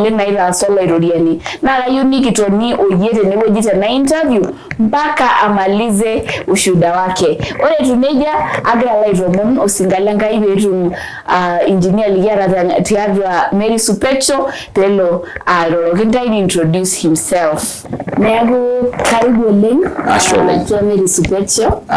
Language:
Masai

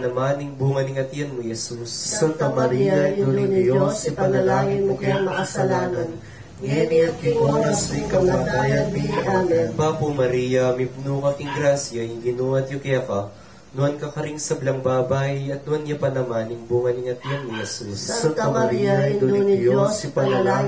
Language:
Pampanga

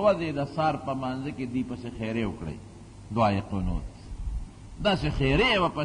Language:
Pashto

